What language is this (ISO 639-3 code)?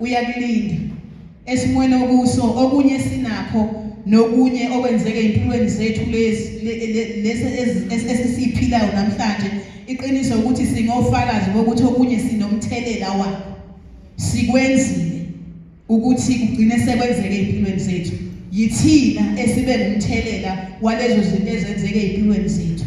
zul